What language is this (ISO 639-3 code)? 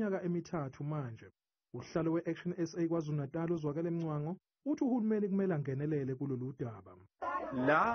zul